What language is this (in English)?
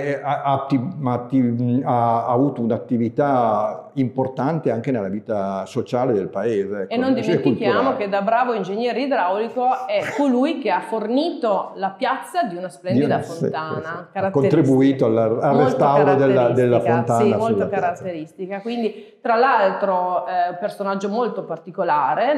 Italian